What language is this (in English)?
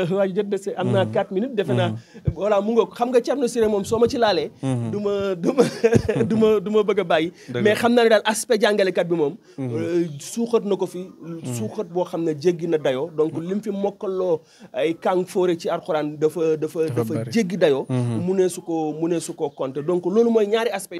Wolof